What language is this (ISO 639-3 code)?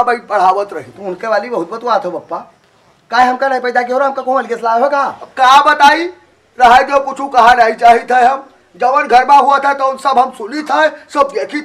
awa